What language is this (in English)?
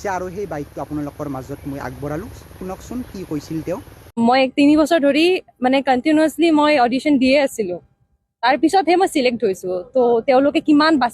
Assamese